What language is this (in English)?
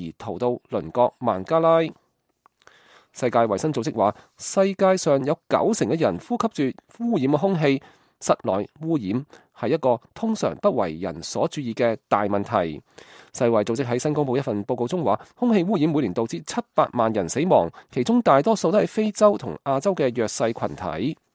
Cantonese